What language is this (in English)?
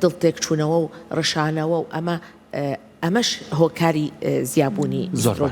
Central Kurdish